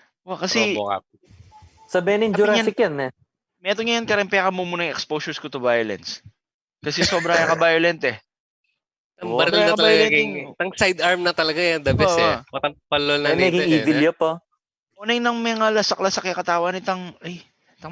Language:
Pampanga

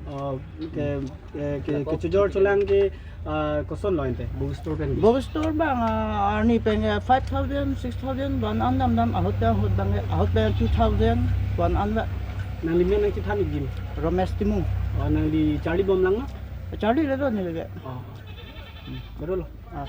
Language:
Karbi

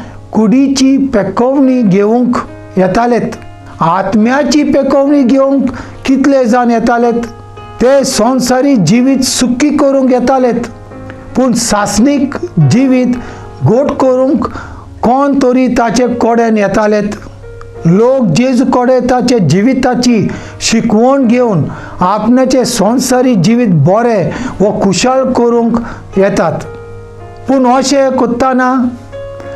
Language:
Konkani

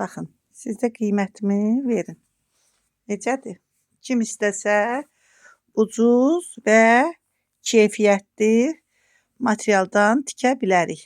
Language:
Azerbaijani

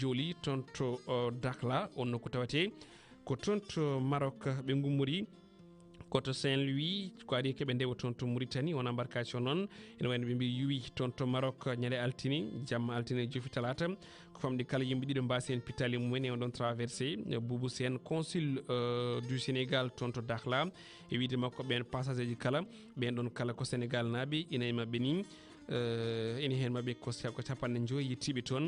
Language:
Fula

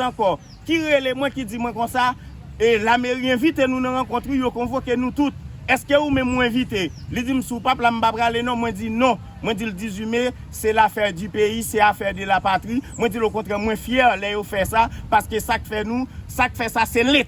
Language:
Haitian Creole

